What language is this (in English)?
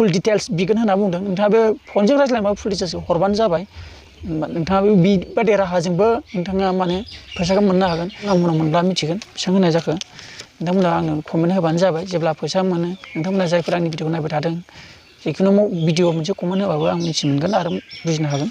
Bodo